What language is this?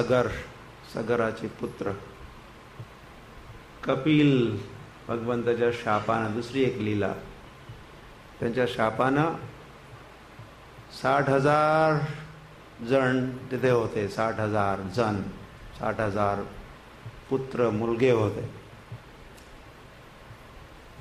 Marathi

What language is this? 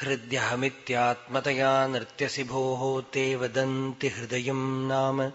Sanskrit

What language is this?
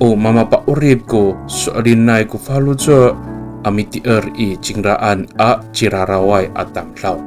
Amis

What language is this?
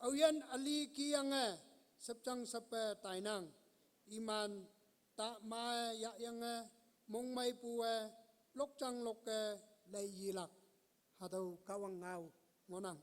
Konyak Naga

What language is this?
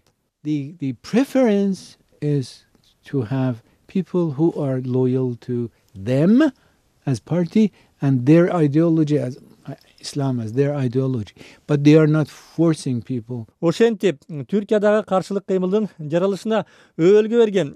Kyrgyz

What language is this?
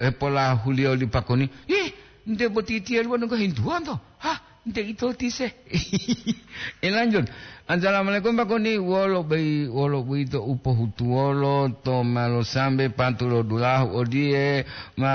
Gorontalo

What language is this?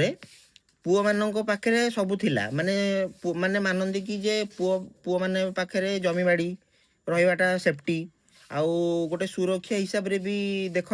Odia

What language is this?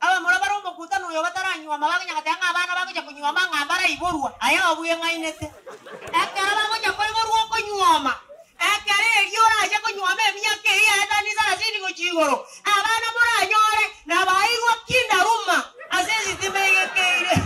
Gusii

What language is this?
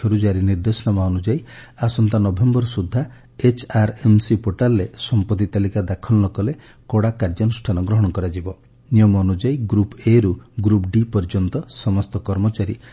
Odia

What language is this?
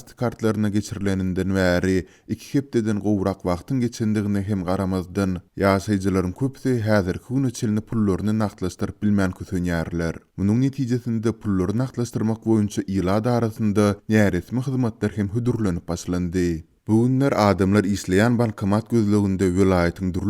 Turkmen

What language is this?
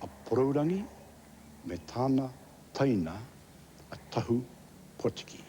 Māori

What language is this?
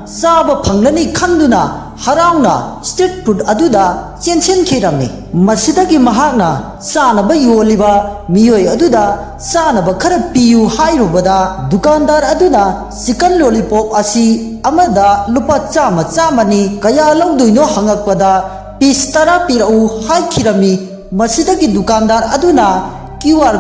Manipuri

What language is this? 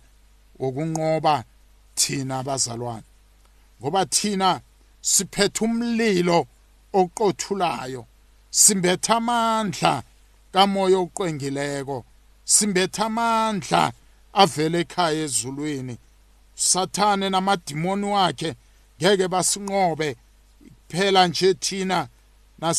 South Ndebele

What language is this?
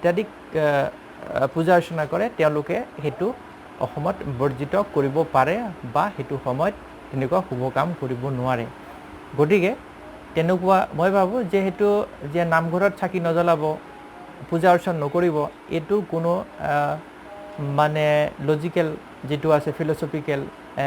Assamese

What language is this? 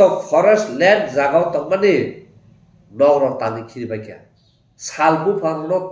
Kok Borok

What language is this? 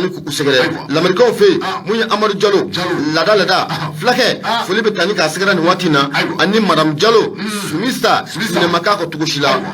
Bambara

